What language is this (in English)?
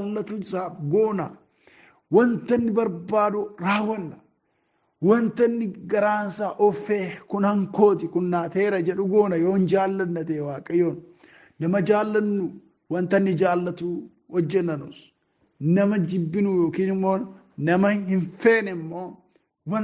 Oromo